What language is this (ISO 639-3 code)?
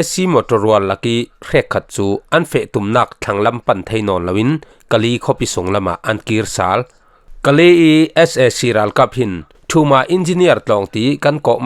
cfm